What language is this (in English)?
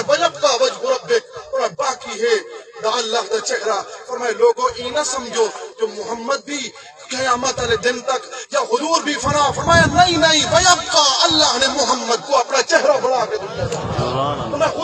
Saraiki